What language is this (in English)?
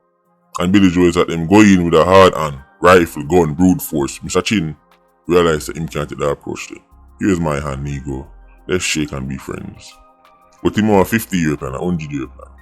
Jamaican Creole English